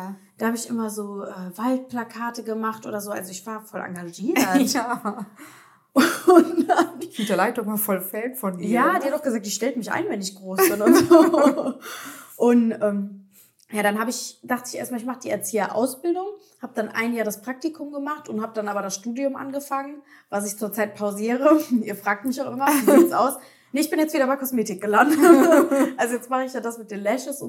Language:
German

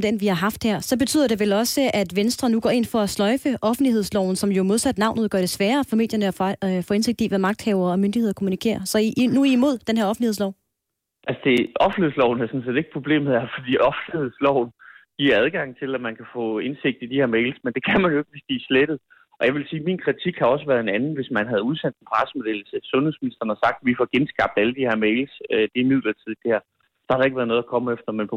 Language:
Danish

